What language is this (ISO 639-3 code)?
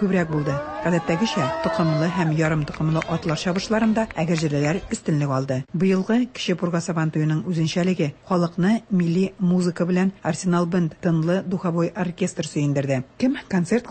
tat